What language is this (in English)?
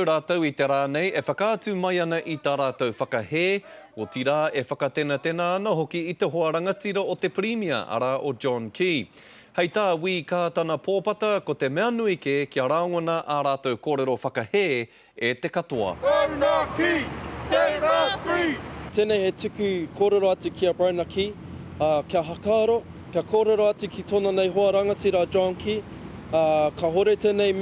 Māori